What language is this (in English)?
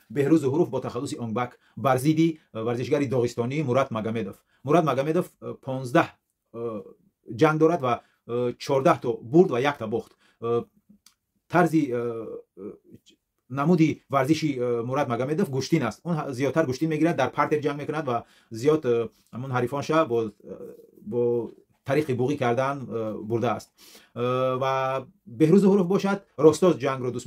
Tajik